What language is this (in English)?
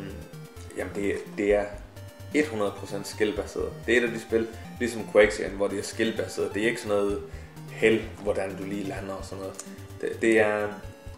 Danish